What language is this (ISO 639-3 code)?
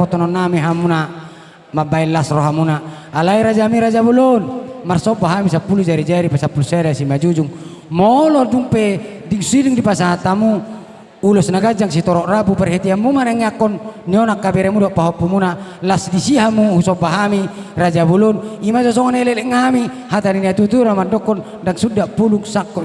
bbc